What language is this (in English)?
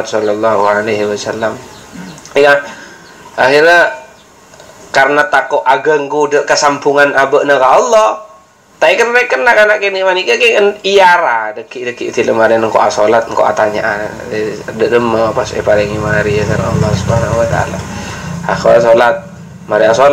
Madurese